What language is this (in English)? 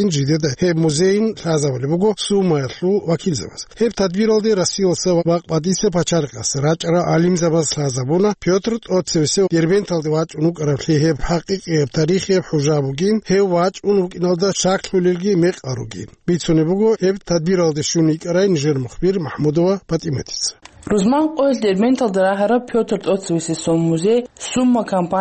Avaric